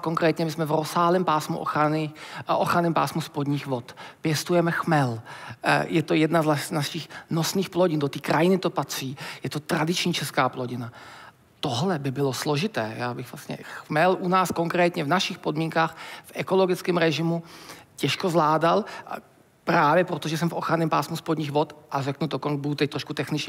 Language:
Czech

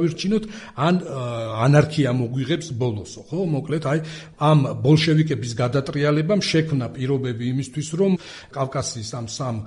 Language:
Georgian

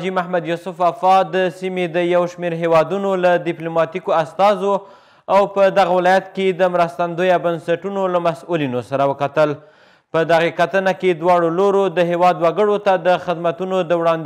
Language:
Pashto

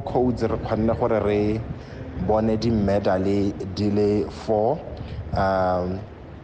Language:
Tswana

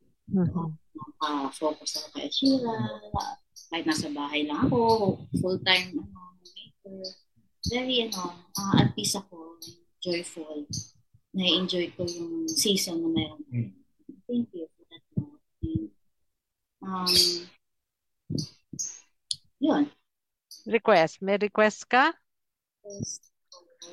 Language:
Filipino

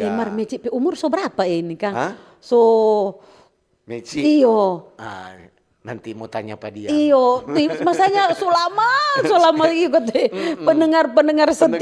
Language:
Manado Malay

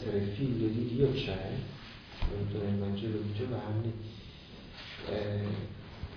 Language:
Italian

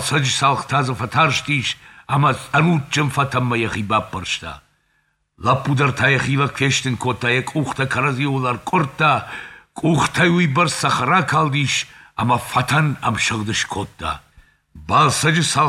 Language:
Ossetic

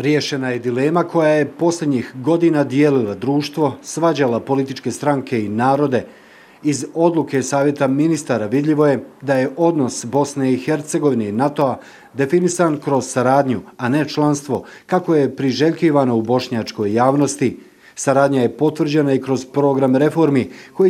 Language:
Bosnian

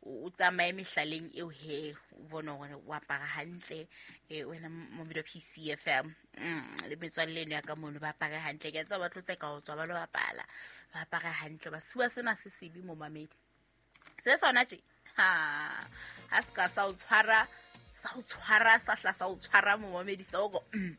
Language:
Southern Sotho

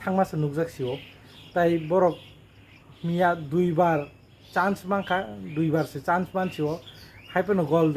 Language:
Kok Borok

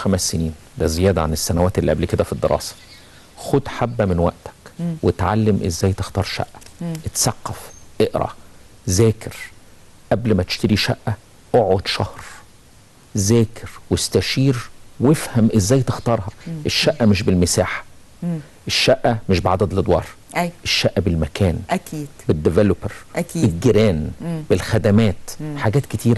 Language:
Egyptian Arabic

